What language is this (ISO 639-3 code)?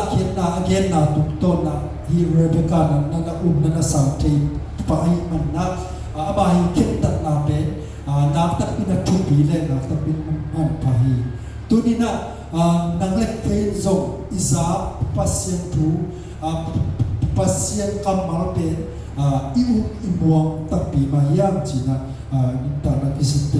ctd